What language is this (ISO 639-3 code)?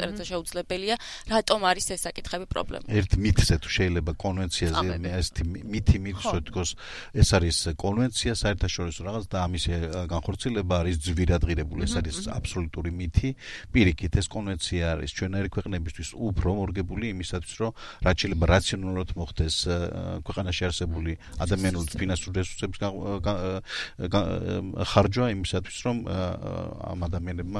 kat